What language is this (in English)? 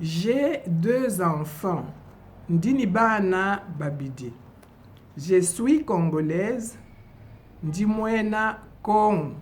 Luba-Lulua